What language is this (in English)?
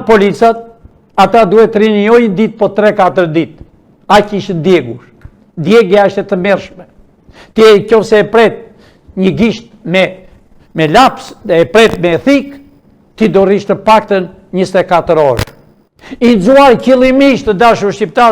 Albanian